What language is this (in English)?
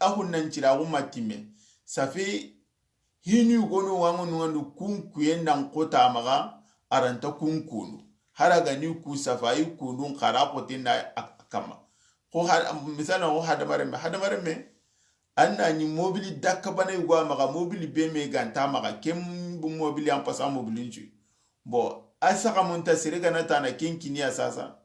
Soninke